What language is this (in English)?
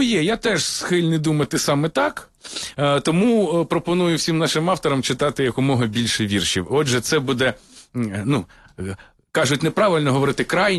Ukrainian